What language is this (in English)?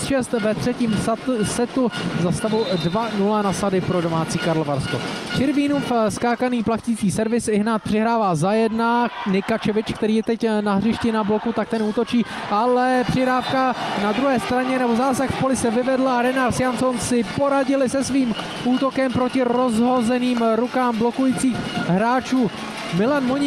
Czech